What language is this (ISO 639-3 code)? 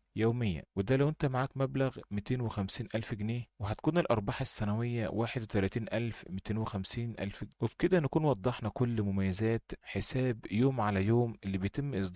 arz